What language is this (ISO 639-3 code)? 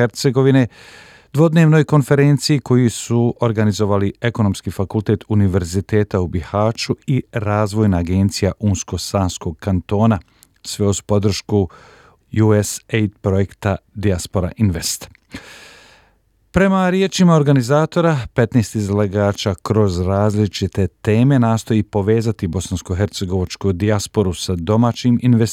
bos